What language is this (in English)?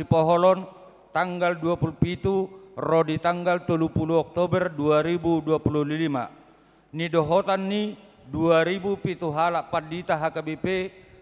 Batak Toba